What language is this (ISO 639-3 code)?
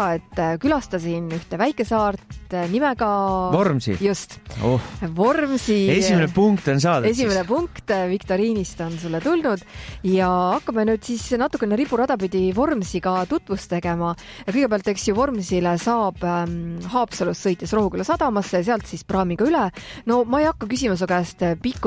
est